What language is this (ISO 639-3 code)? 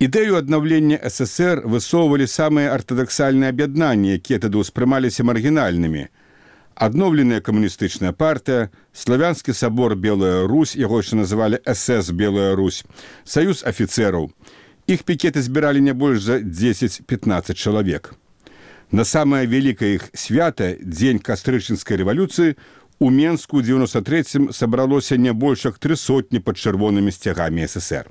bel